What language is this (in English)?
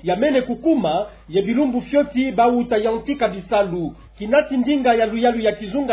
Kituba (Democratic Republic of Congo)